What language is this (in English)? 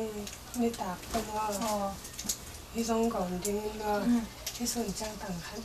Tedim Chin